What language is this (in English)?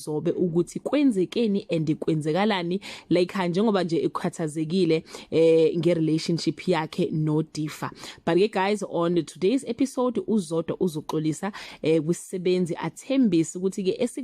Zulu